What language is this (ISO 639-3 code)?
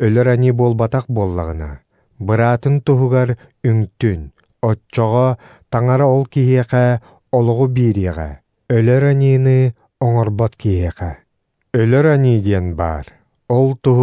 sah